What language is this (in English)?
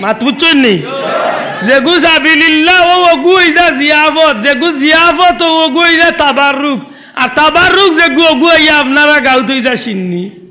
Sylheti